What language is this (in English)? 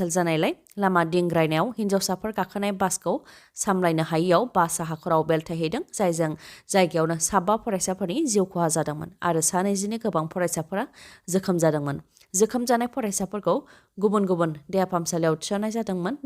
Bodo